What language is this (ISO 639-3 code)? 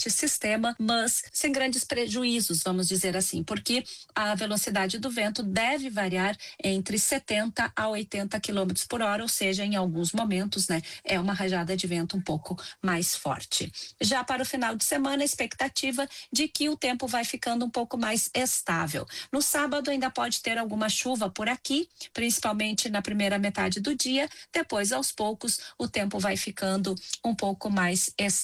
por